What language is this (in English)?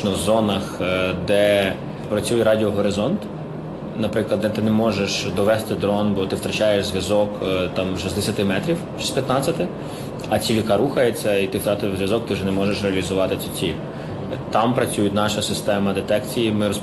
Ukrainian